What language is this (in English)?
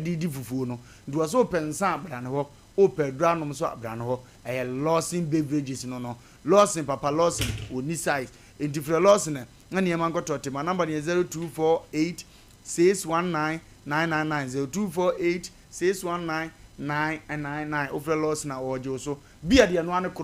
Akan